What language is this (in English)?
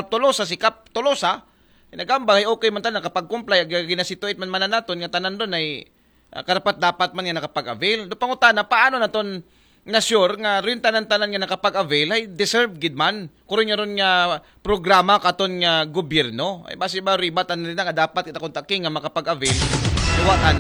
Aklanon